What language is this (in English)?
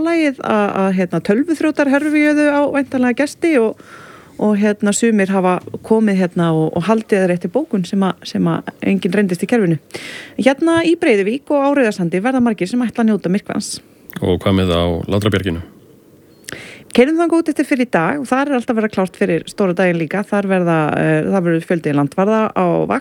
Icelandic